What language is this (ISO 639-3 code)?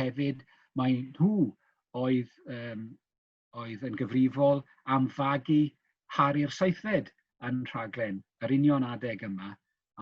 cym